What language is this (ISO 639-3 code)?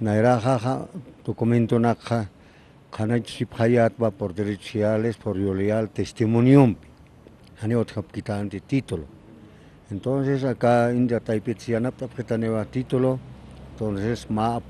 aym